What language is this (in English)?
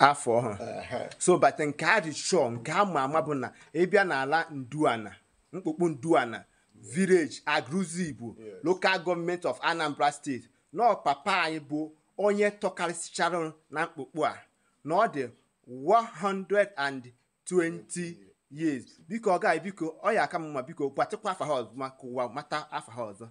Igbo